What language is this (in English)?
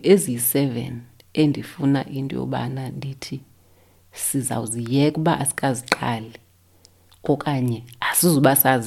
Xhosa